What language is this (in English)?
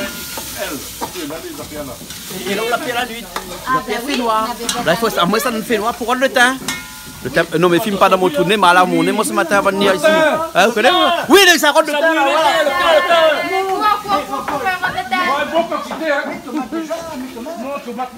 Réunion Creole French